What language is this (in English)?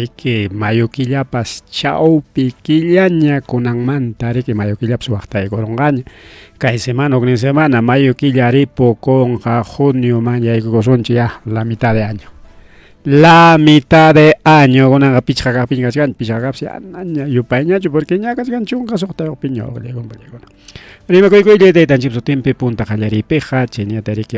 Ayacucho Quechua